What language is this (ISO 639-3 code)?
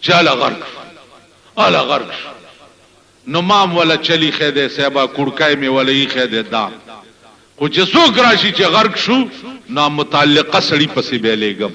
pus